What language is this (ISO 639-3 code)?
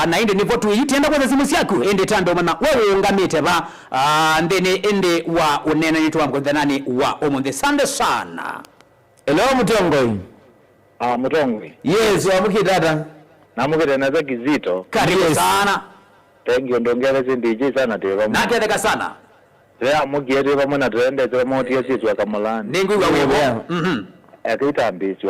kam